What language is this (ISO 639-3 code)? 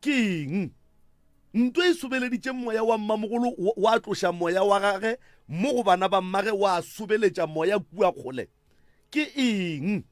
nso